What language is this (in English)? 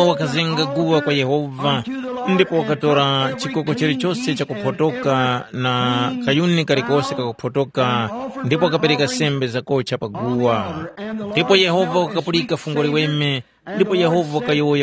Tumbuka